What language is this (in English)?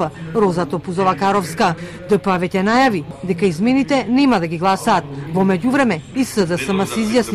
Macedonian